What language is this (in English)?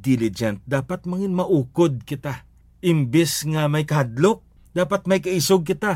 Hiligaynon